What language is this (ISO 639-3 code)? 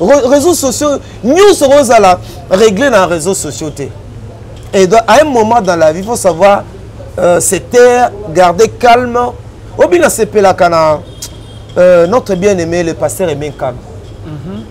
lin